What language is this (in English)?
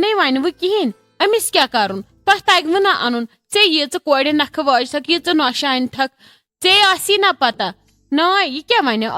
Kashmiri